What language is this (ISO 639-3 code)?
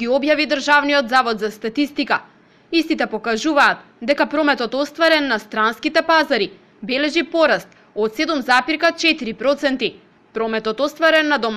mkd